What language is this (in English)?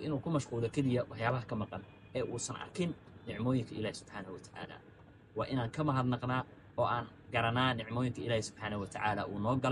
Somali